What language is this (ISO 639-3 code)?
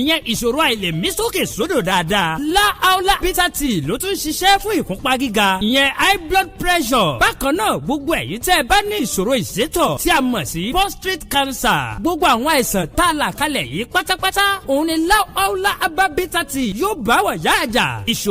yor